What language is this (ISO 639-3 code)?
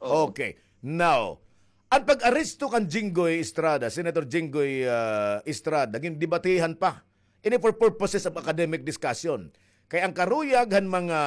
war